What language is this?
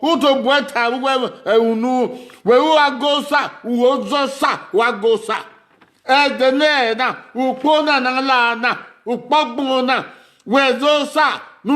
Bini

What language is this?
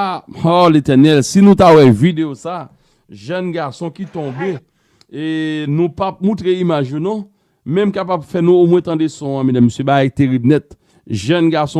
Haitian Creole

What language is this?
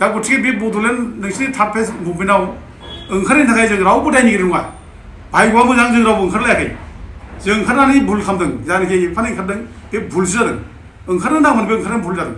Bodo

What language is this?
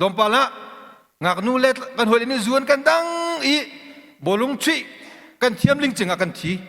Hakha Chin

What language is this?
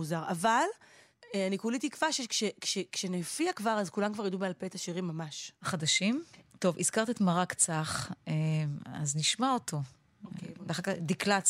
Hebrew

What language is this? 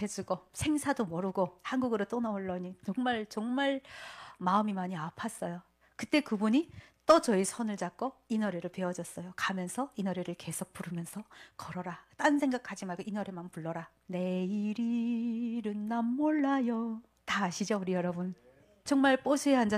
Korean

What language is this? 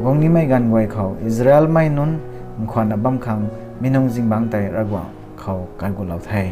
Rongmei Naga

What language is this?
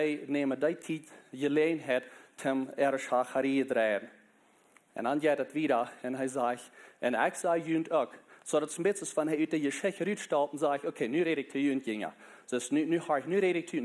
Plautdietsch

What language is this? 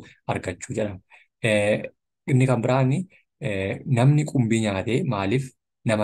Oromo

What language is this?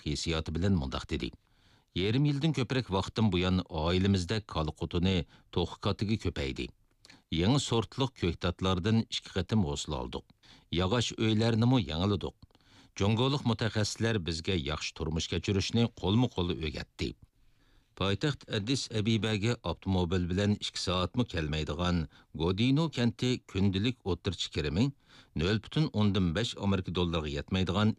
Uyghur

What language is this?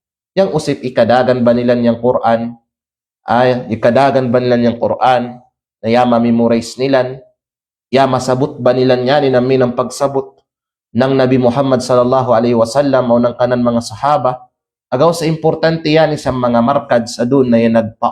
Kalagan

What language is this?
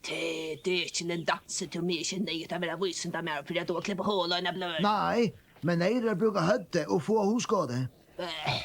Faroese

